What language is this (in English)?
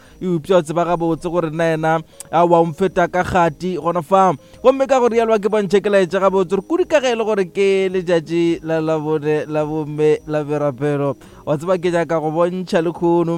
Northern Sotho